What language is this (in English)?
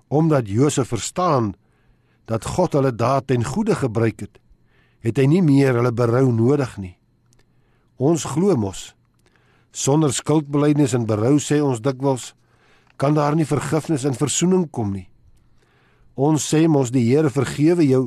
Afrikaans